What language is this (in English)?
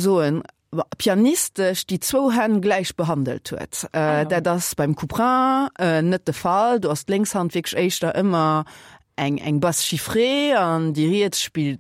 Luxembourgish